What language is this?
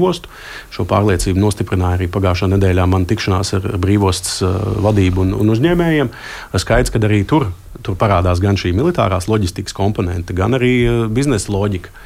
Latvian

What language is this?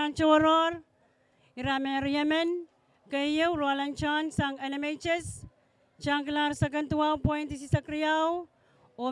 Pohnpeian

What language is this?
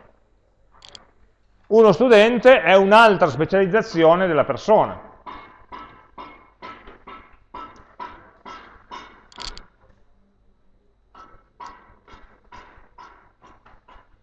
Italian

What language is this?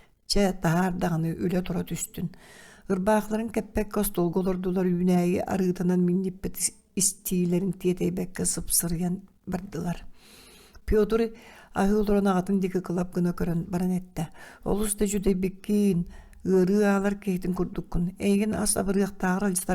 Yakut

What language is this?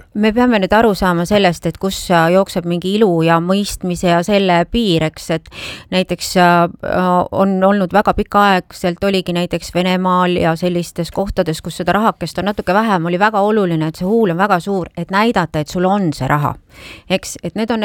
Estonian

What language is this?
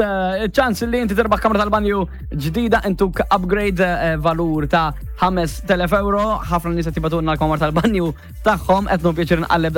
Maltese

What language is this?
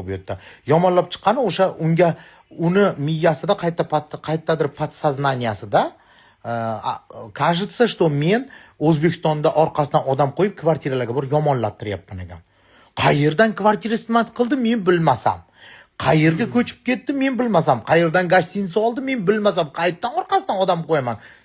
Uzbek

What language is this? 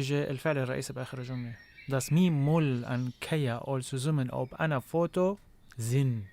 North Levantine Arabic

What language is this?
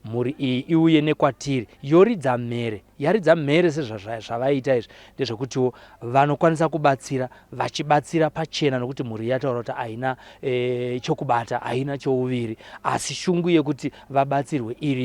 Shona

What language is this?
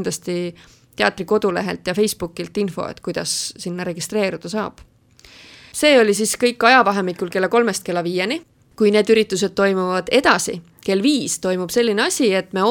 Estonian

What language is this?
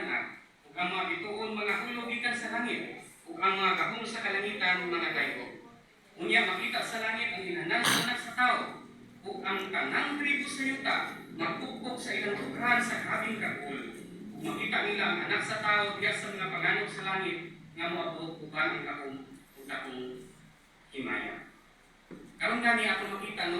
Cebuano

